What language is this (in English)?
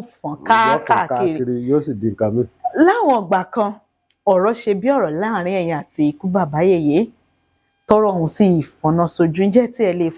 Yoruba